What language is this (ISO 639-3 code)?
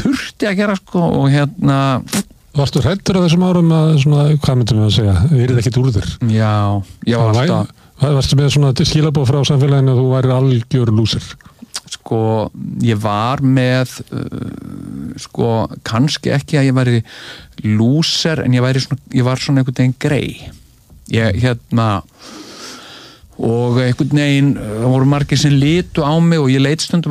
isl